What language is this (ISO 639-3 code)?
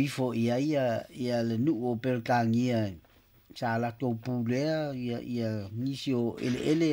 smo